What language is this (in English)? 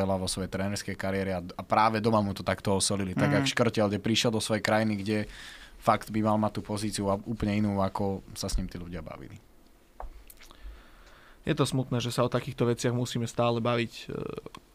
Slovak